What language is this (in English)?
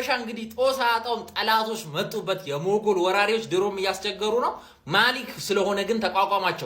Amharic